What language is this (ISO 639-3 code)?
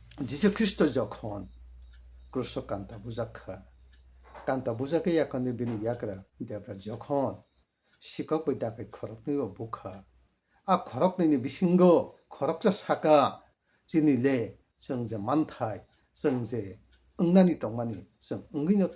trp